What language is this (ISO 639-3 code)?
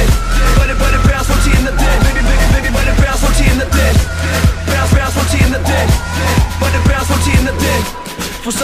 nor